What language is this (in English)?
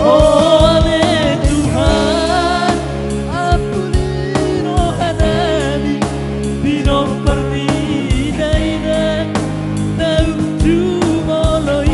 Batak Toba